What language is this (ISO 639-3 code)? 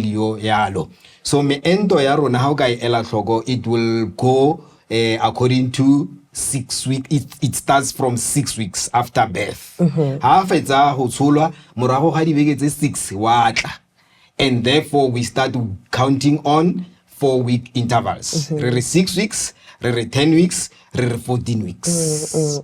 tsn